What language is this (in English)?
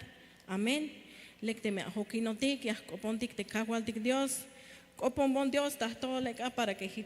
Tzeltal